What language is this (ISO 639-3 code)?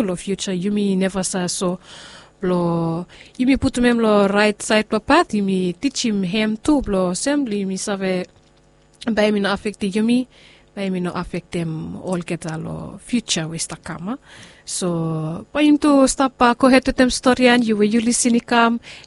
bis